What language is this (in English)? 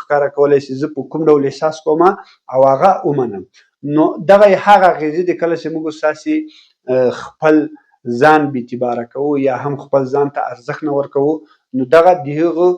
Pashto